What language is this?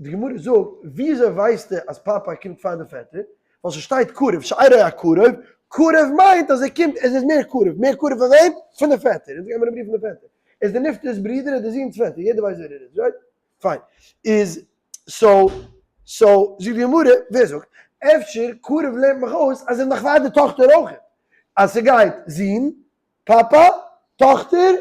Yiddish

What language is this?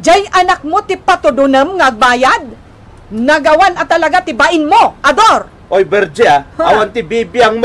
Iloko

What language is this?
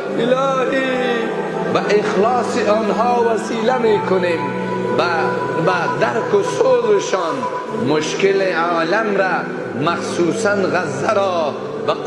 Persian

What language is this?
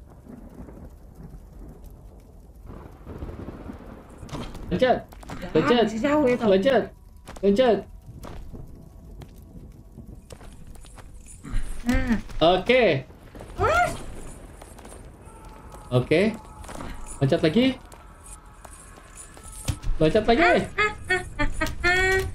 Indonesian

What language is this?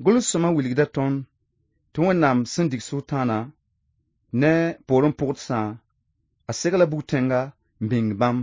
Mossi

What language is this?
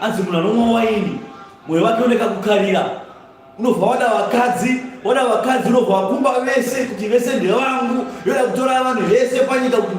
Shona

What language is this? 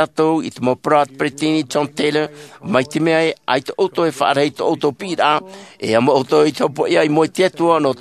Tahitian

